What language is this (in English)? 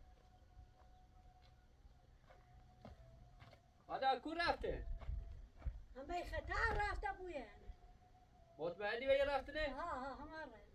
Persian